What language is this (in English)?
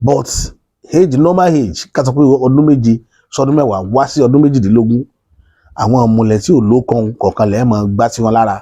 Yoruba